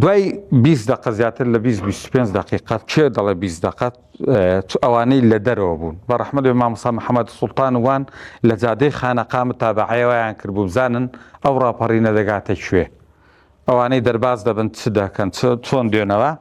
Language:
Central Kurdish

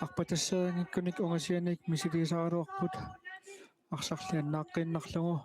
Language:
Kalaallisut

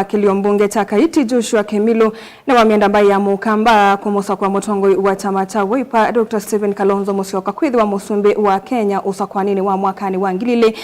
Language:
Kamba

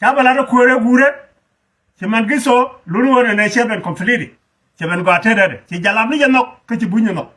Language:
Nuer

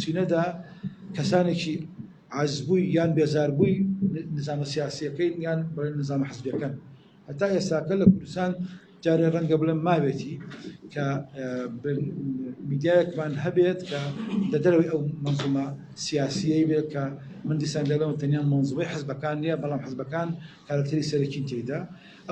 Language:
Central Kurdish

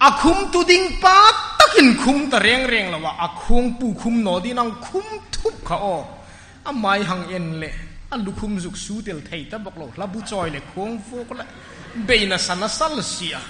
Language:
Hmar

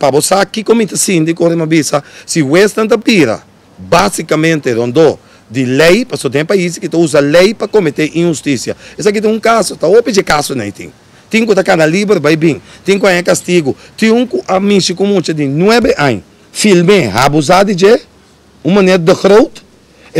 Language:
Papiamento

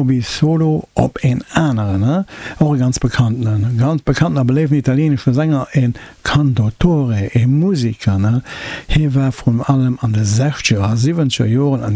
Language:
Luxembourgish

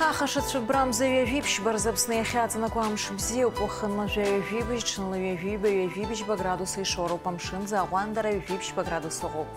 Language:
Abkhazian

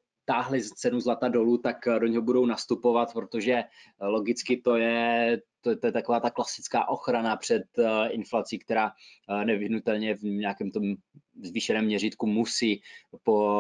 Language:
Czech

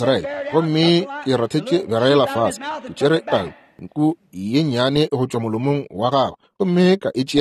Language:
Northern Sotho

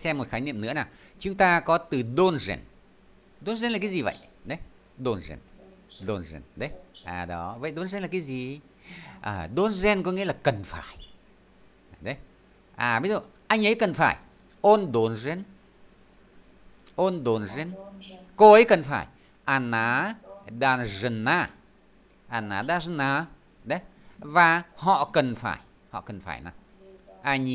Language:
Vietnamese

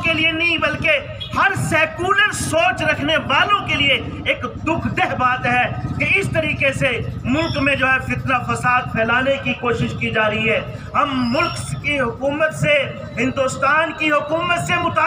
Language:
Hindi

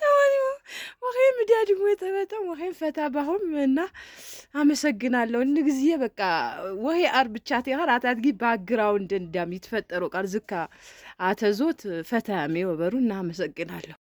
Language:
Amharic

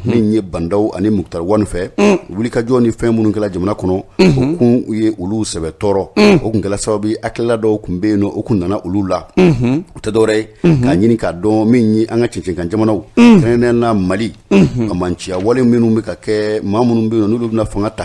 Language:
Bambara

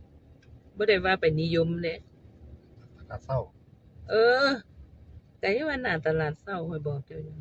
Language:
Northeastern Thai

